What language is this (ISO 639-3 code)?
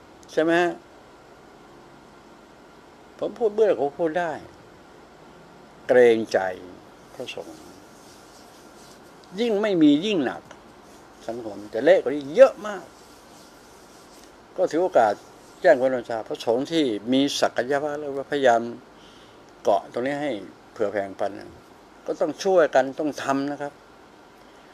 tha